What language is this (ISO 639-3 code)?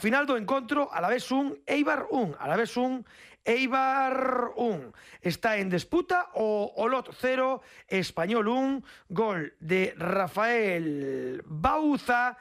glg